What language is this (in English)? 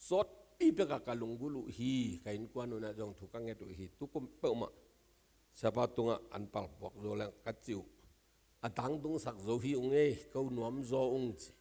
Tedim Chin